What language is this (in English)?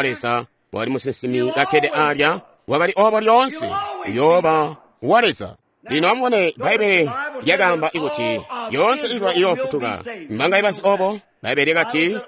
Tonga (Zambia)